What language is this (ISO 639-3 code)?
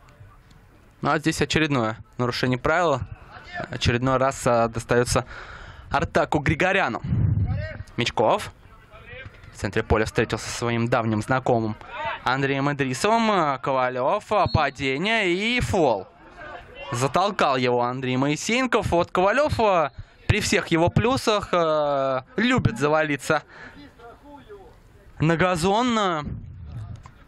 rus